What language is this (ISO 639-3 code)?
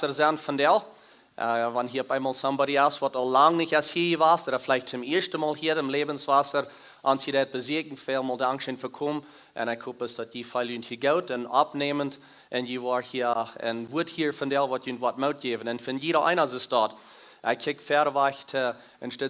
pdt